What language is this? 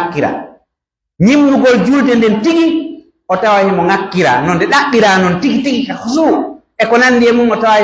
Pular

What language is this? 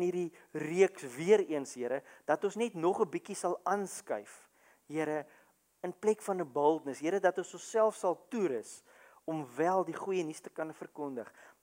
Afrikaans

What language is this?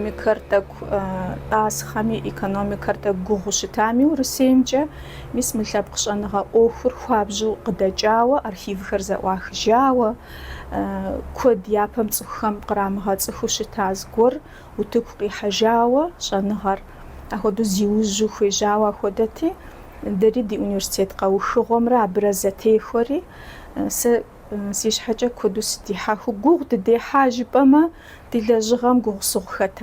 Kabardian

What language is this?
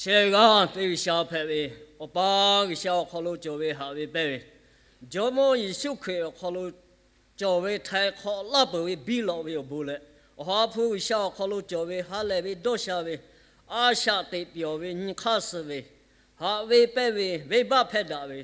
Lahu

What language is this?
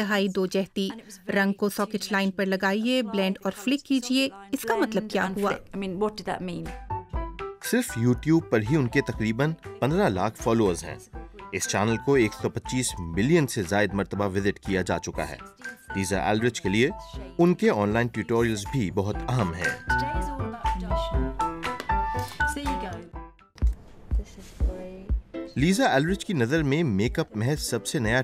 Urdu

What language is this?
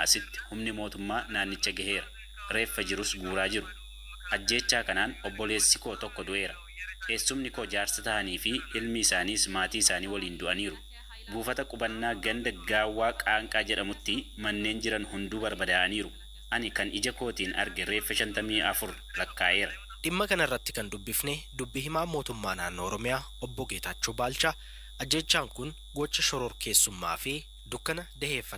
Oromo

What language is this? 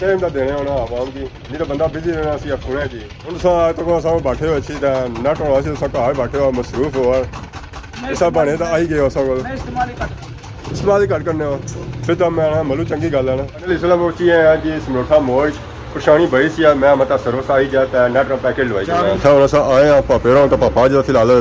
Pahari-Potwari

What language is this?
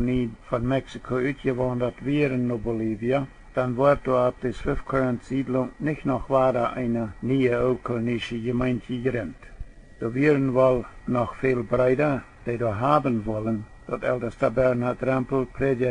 Plautdietsch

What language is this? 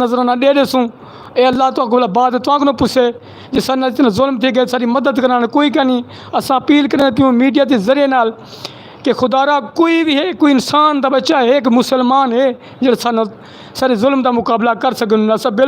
Saraiki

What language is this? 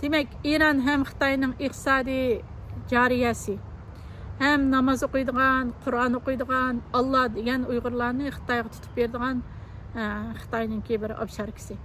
Uyghur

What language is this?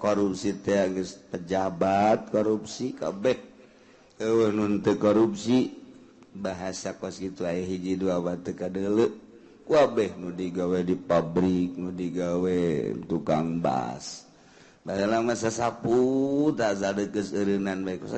Sundanese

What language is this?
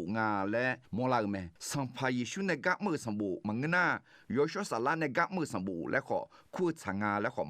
Akha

